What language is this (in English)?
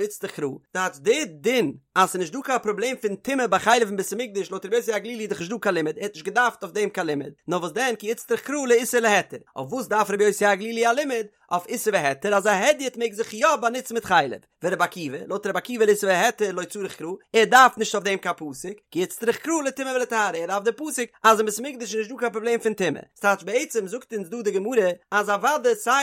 Yiddish